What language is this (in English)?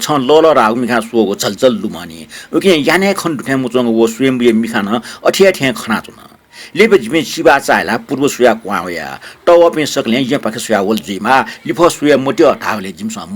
Newari